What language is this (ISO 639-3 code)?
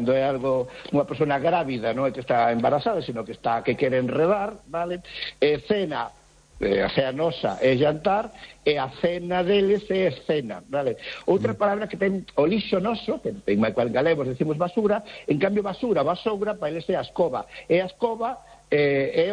glg